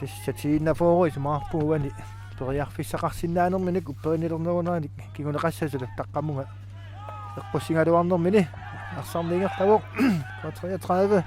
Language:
Kalaallisut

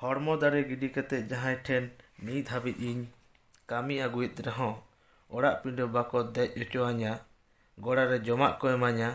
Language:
Santali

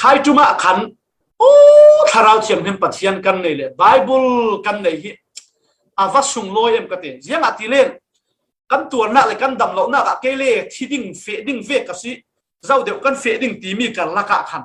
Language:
Falam Chin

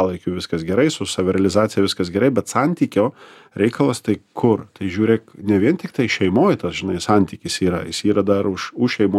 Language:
Lithuanian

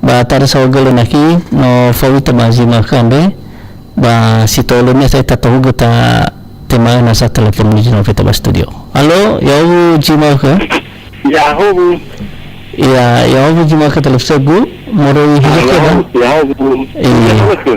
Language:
Nias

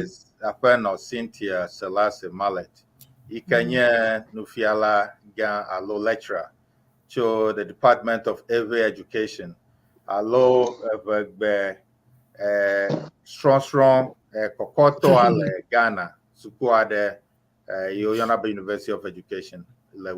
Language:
Ewe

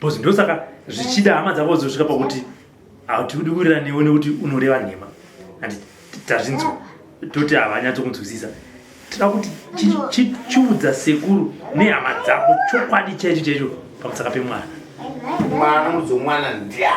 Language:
Shona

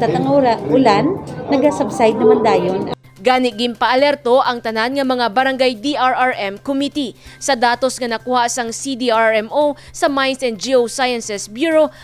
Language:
Hiligaynon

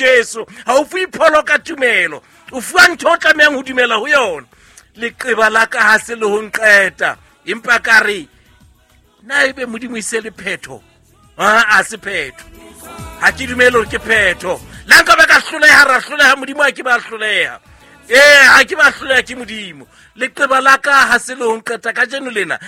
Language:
Southern Sotho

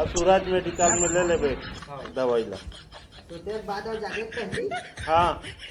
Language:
Chhattisgarhi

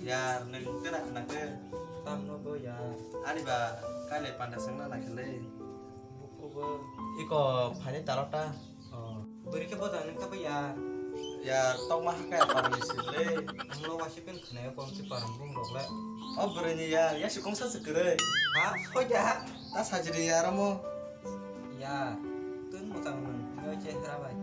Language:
Kok Borok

